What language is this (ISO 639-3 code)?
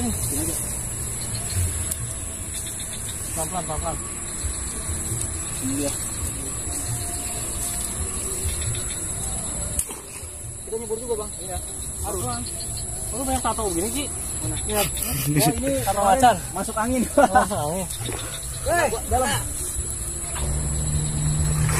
ind